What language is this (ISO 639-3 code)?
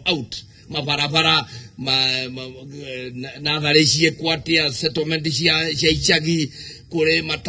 kik